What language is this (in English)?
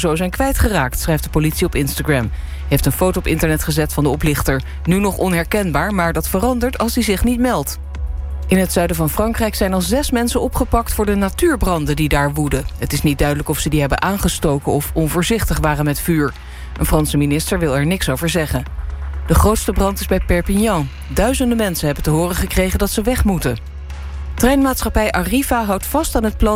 Dutch